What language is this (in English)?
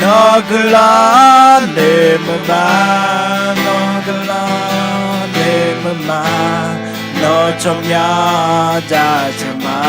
Akha